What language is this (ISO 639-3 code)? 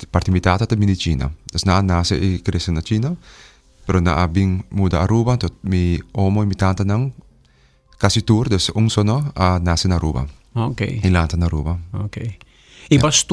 pap